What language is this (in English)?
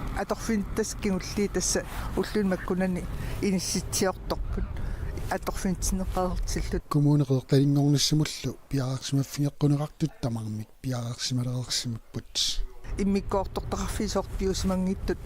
Kalaallisut